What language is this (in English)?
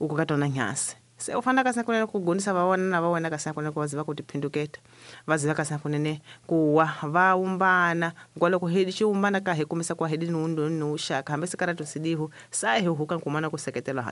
Tsonga